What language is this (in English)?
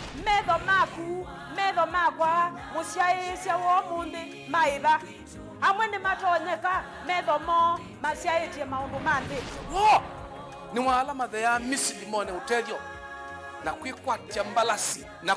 Kamba